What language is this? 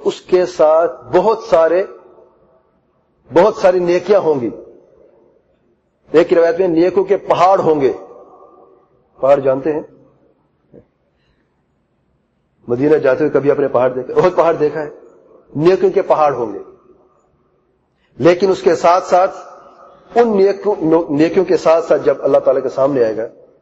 Urdu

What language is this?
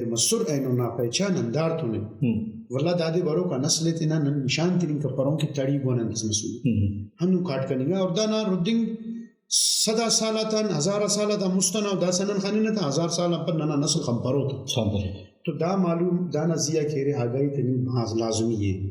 Brahui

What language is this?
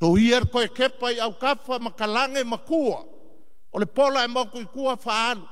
Samoan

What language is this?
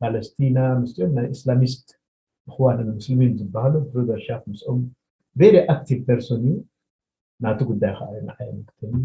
Tigrinya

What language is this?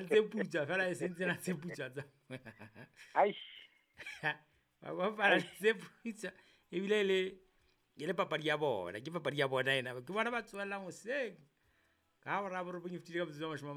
Southern Sotho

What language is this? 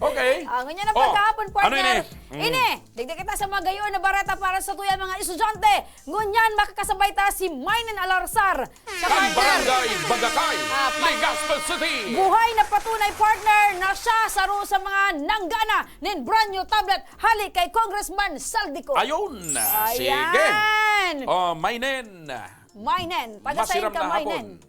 Bikol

